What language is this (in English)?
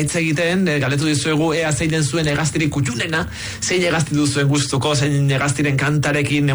Basque